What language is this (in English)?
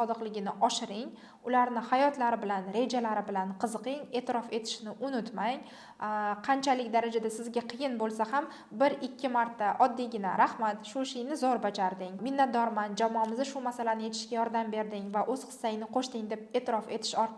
Uzbek